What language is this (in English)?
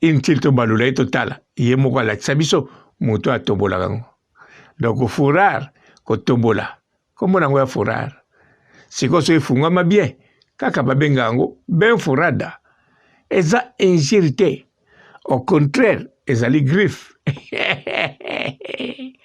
Lingala